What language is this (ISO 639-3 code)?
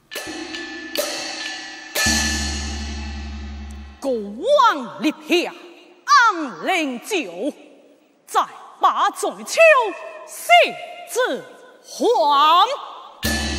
zho